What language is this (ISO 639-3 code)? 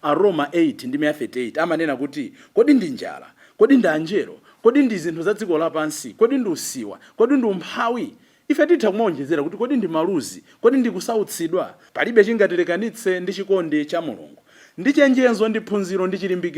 nya